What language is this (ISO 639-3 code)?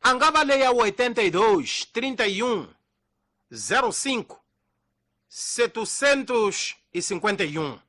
tso